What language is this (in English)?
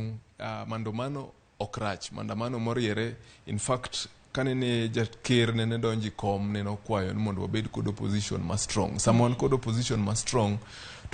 Luo (Kenya and Tanzania)